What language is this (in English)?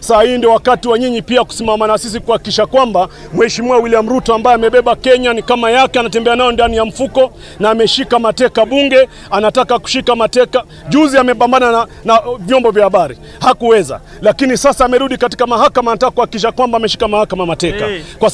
Swahili